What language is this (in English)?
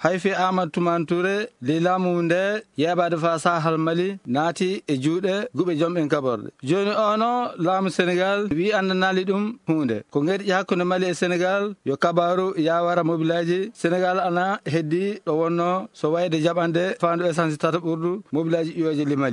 Fula